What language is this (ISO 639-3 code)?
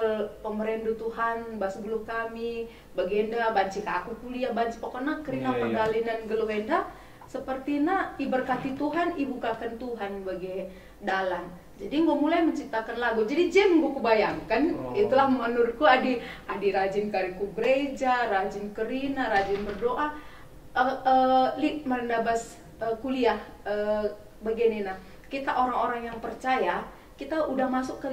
btx